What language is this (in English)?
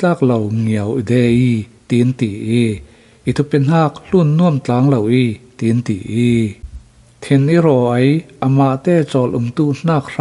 Falam Chin